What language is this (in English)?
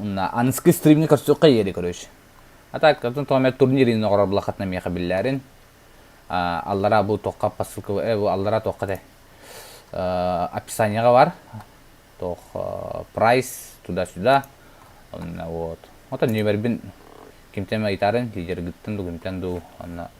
Yakut